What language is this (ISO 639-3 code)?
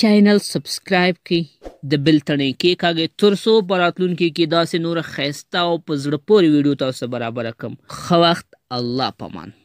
pus